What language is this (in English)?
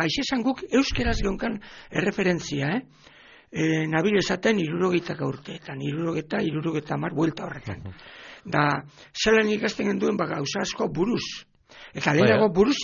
Basque